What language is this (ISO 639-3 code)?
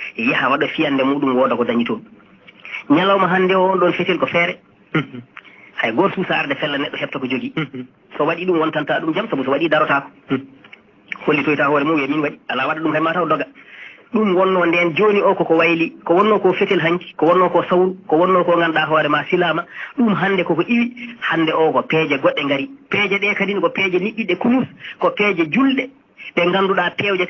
ful